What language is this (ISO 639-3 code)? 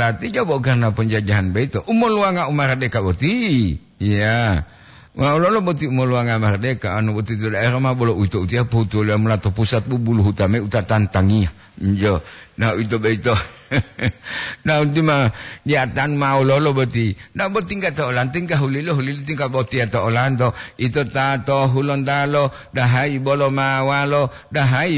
gor